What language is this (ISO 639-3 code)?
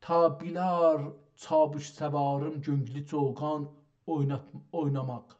azb